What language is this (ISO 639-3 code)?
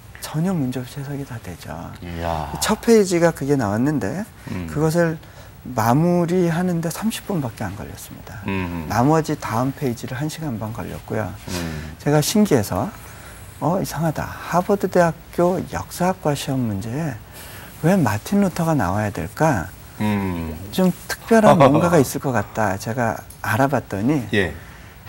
kor